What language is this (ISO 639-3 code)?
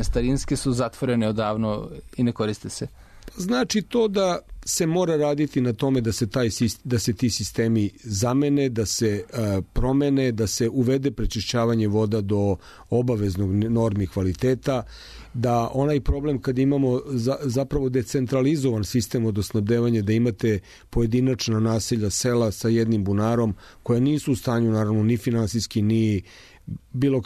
srp